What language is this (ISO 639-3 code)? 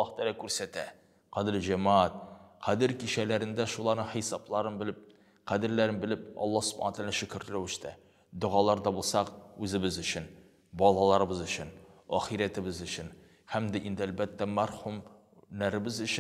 tat